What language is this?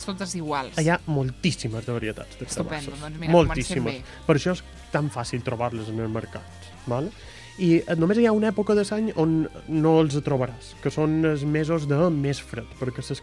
Catalan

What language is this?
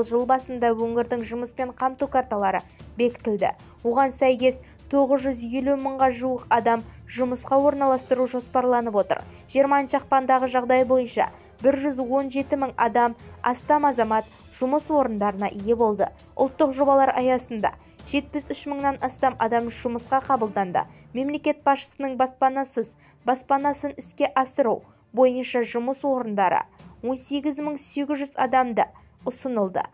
Kazakh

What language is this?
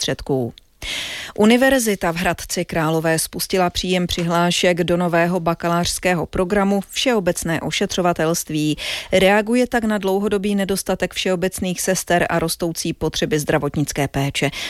Czech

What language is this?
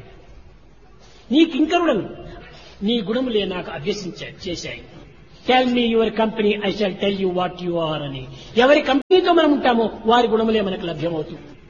Telugu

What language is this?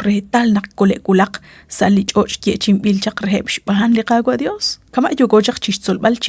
Kekchí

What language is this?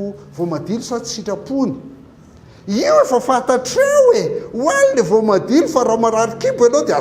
Malagasy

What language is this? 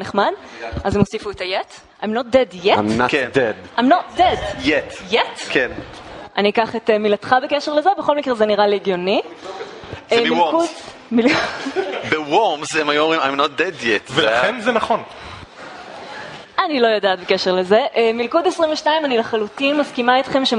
Hebrew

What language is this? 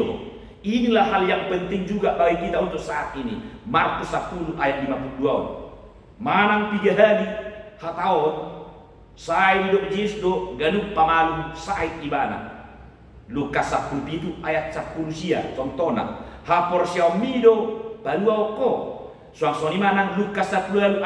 Batak Toba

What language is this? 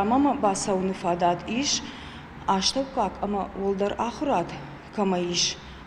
Ossetic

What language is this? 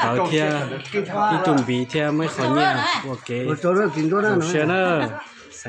Hmong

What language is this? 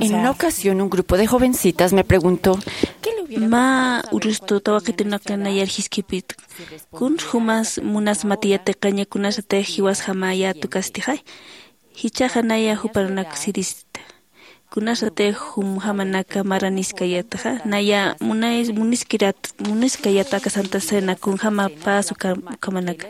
Aymara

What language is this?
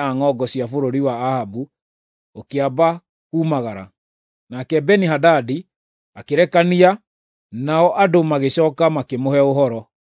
Kikuyu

